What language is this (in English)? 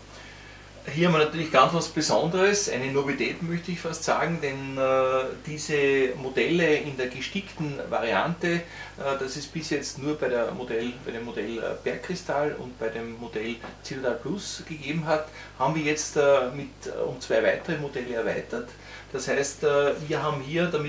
German